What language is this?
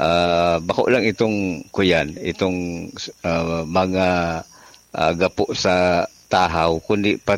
Bikol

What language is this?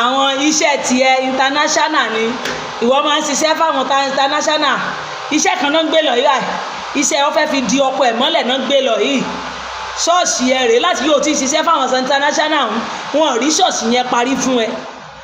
Yoruba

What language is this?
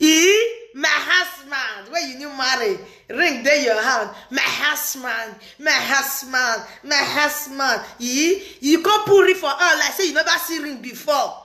Nigerian Pidgin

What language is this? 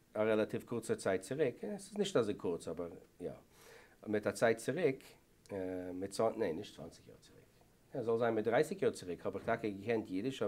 Yiddish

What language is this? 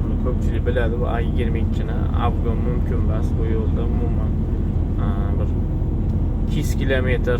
Uzbek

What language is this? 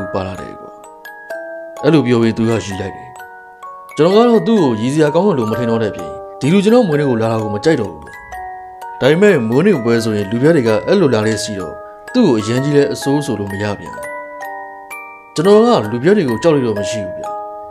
Burmese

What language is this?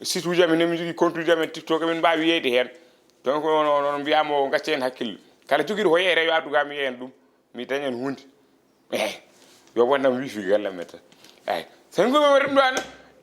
Fula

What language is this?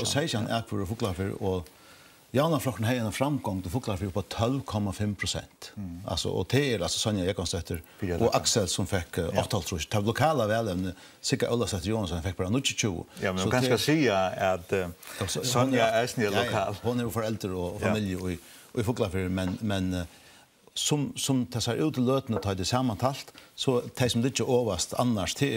Faroese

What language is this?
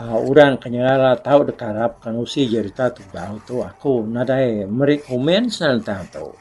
Iban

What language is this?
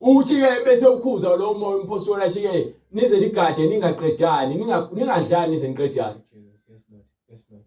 Zulu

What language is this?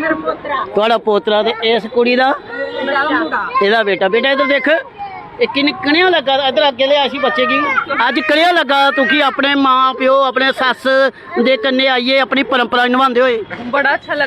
Dogri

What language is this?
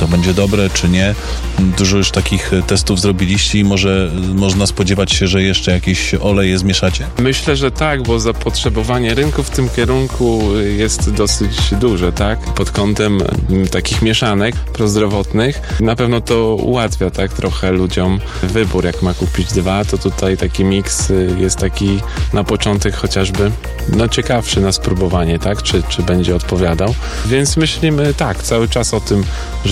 Polish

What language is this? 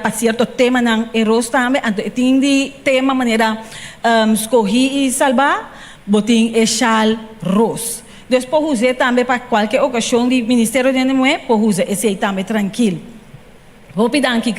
Papiamento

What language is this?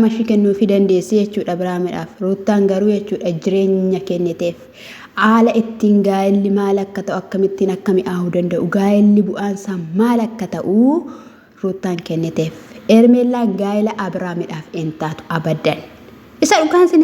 Oromo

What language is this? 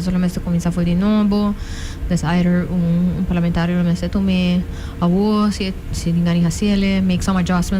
Papiamento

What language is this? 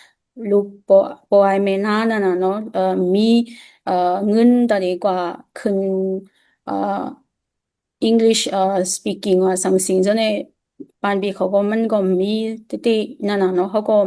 Shan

